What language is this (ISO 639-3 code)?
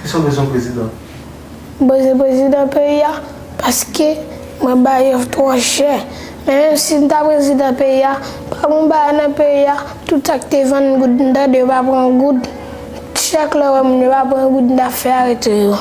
hat